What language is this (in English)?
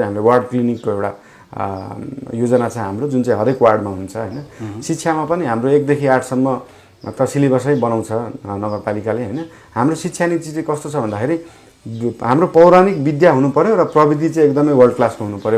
Nepali